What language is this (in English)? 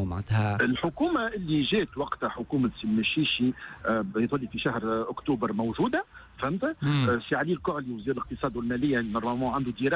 Tunisian Arabic